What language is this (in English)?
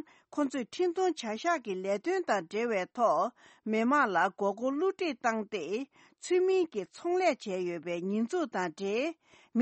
Tibetan